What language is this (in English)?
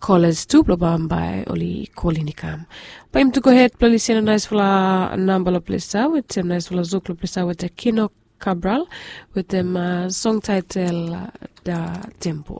Bislama